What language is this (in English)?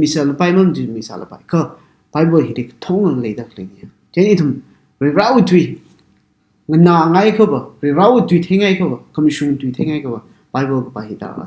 Tangkhul Naga (India)